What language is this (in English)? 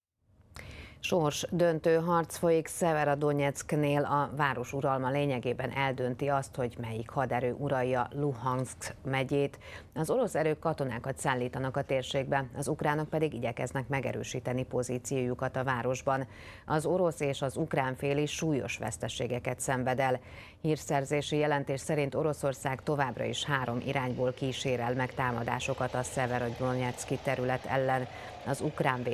Hungarian